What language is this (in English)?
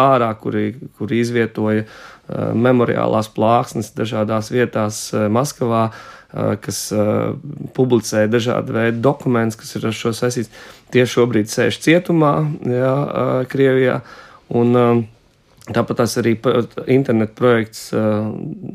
Latvian